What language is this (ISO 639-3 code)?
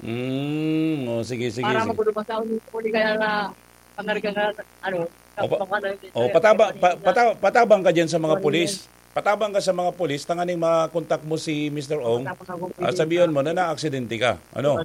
bik